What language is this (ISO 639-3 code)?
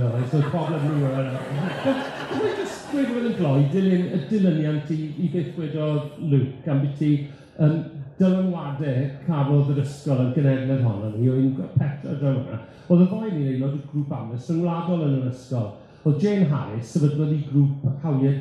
cym